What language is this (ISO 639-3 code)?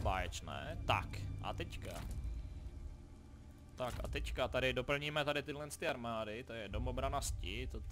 ces